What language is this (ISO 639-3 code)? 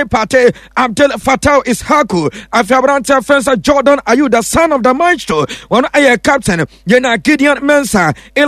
aka